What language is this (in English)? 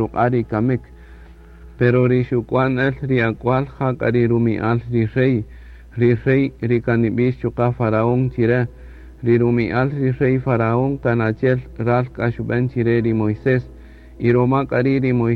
Kaqchikel